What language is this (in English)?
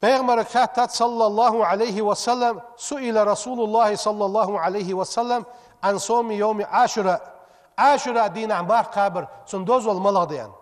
Ingush